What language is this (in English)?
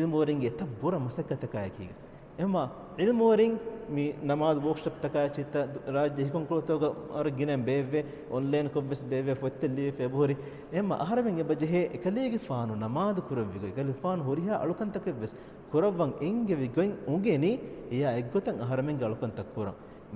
Divehi